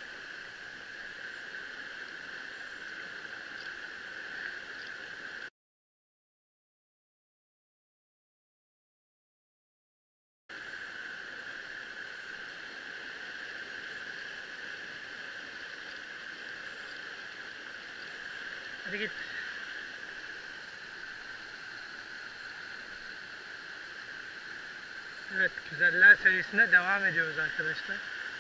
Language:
Turkish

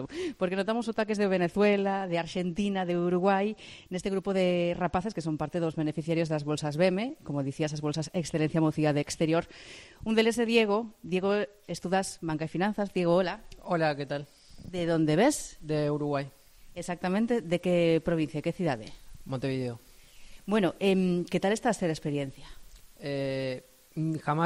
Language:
Galician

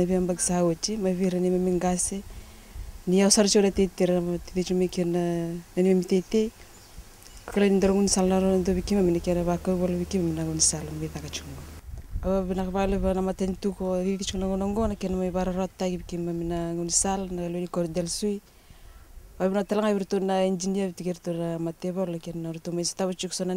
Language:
Fijian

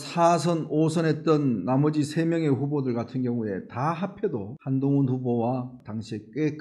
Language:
Korean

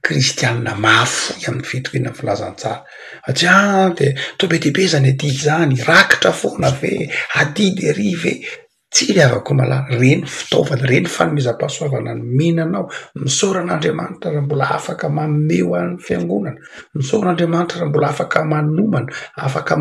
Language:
Malagasy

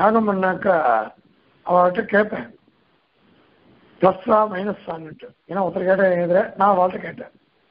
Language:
Tamil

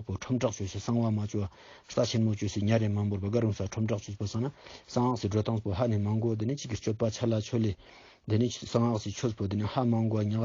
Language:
Ladakhi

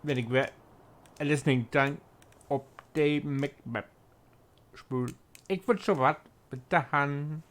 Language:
Low German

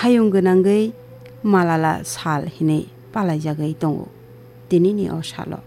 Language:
Kok Borok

